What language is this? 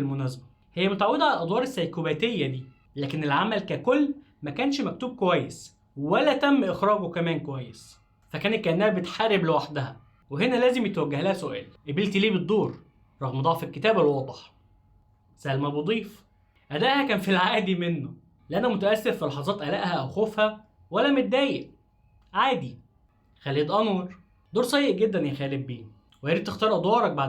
Egyptian Arabic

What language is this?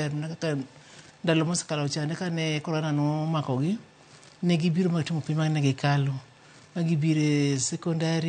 Luo (Kenya and Tanzania)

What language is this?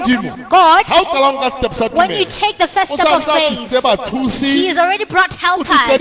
Southern Sotho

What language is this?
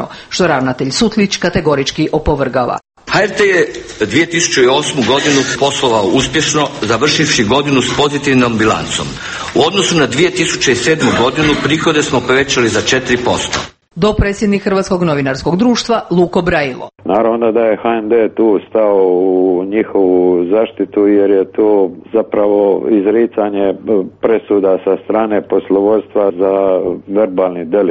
Croatian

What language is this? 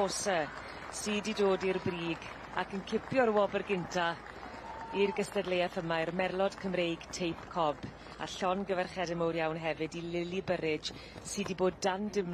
Welsh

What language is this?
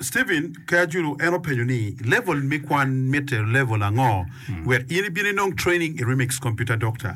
Acoli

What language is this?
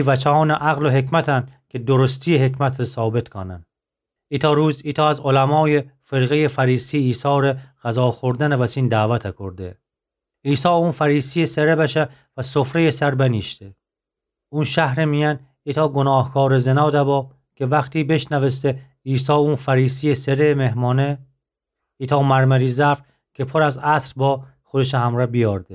Gilaki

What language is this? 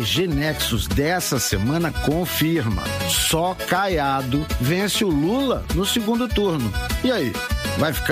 Portuguese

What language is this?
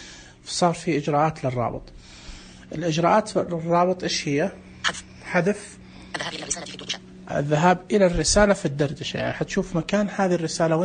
Najdi Arabic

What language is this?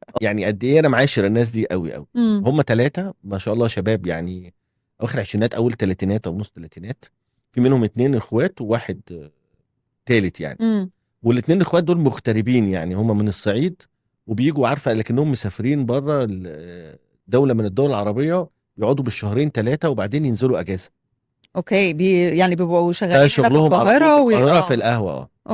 Egyptian Arabic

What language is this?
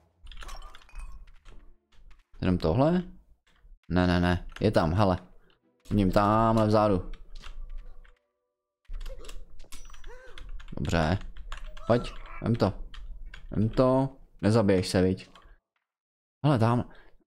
Czech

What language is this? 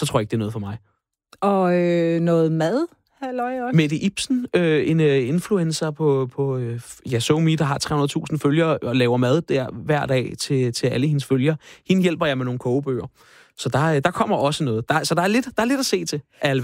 Danish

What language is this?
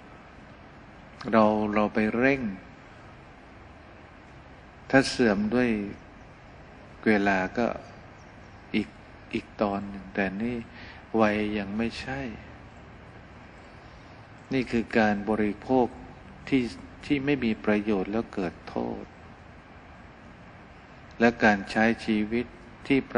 Thai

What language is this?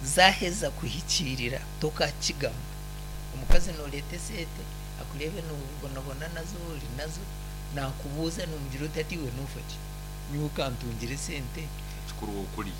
Nyankole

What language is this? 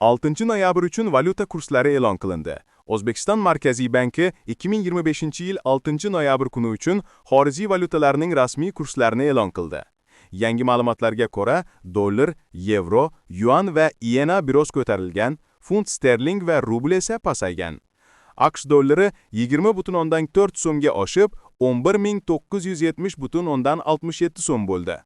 Uzbek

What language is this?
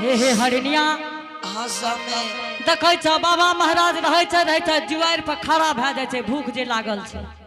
Angika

